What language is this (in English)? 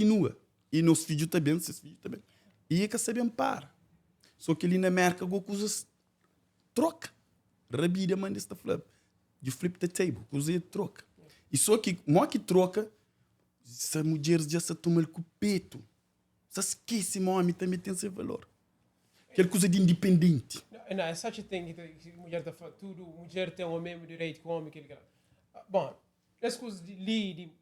Kabuverdianu